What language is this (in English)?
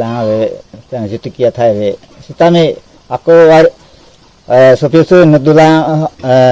Karbi